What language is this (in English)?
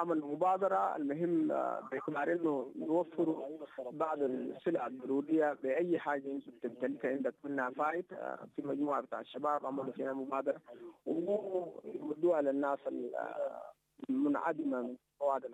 Sudanese Arabic